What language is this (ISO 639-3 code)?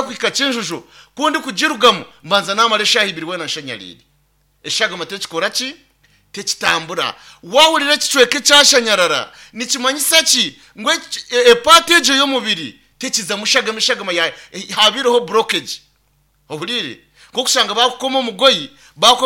nyn